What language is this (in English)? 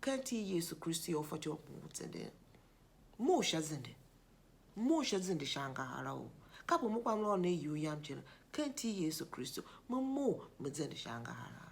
Tiv